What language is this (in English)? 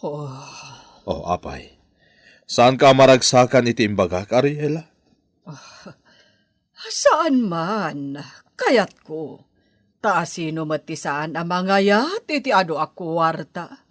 Iloko